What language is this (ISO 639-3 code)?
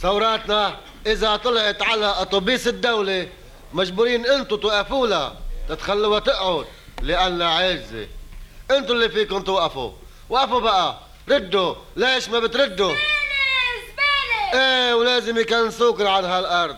apc